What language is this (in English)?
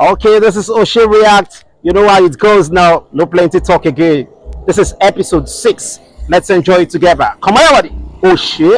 Nigerian Pidgin